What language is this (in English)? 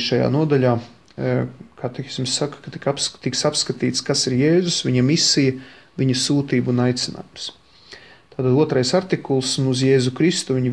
Latvian